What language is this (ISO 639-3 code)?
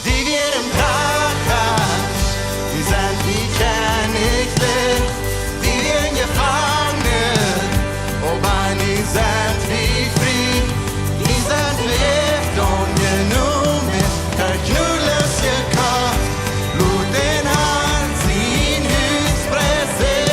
pdt